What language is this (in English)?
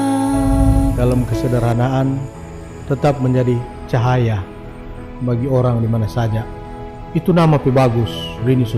Manado Malay